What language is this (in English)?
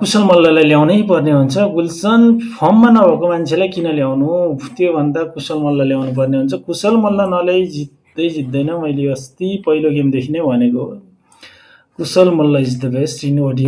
Nepali